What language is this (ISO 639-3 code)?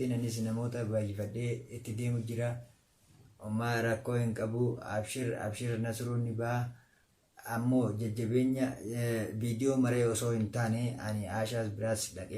orm